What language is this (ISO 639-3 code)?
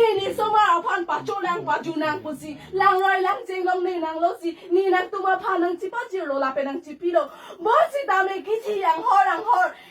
mjw